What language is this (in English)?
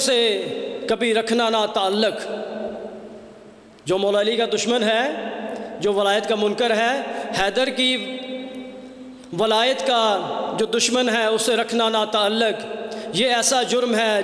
Urdu